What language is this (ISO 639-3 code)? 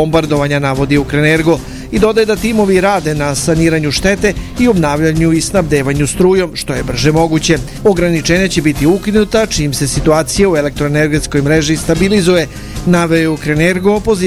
srp